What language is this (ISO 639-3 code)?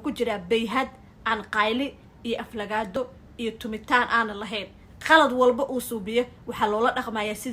som